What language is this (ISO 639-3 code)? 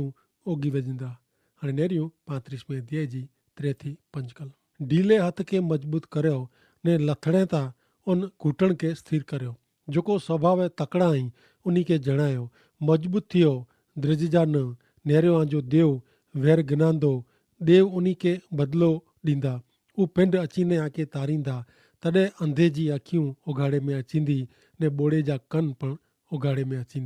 kfr